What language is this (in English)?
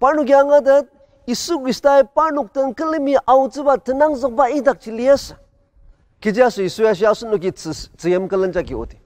Ao Naga